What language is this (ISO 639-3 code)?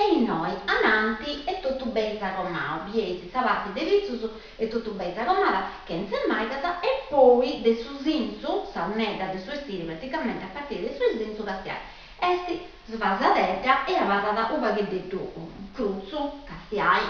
srd